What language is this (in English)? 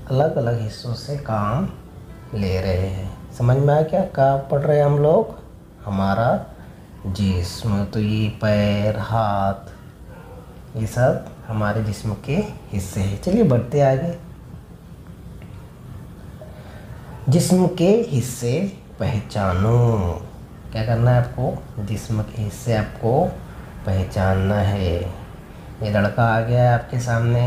Hindi